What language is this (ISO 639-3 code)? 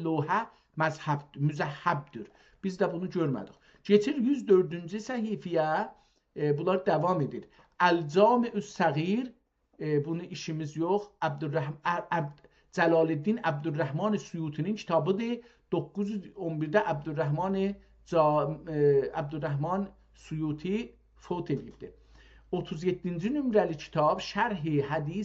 azb